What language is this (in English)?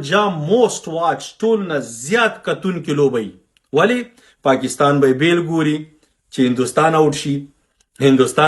Pashto